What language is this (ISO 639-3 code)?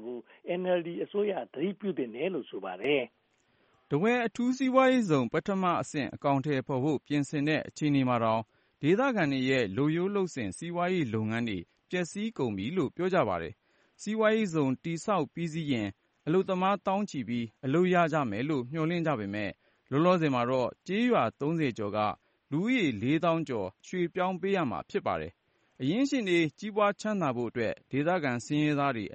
mya